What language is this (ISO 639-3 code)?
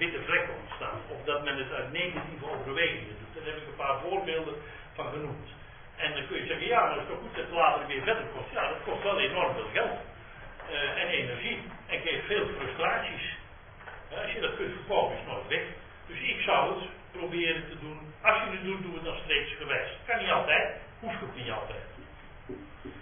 nld